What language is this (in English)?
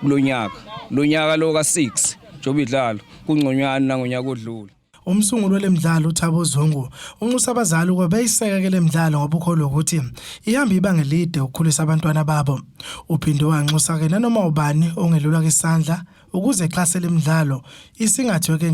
Zulu